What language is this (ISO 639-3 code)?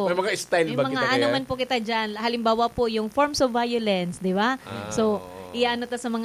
bik